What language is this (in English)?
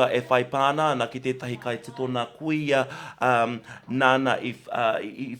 Māori